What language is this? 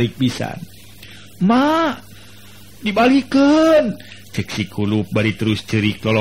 Sundanese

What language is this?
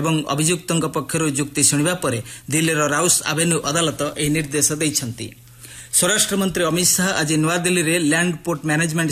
Odia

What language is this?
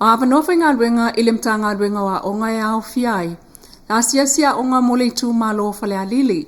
Samoan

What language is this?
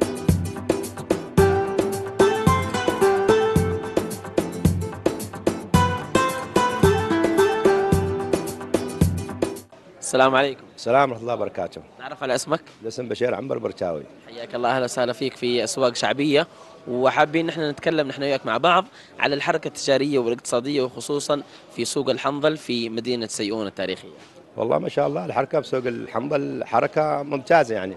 Arabic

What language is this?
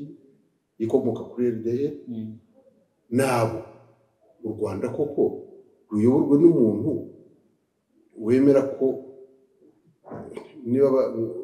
Kinyarwanda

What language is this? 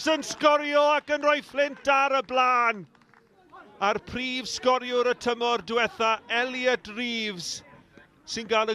Welsh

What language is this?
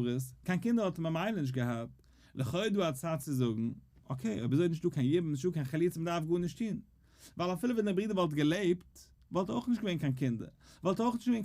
Yiddish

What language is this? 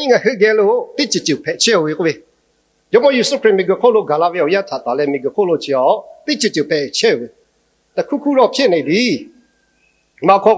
Lahu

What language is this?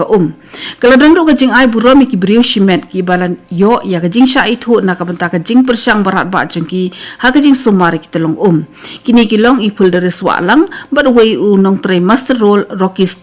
Khasi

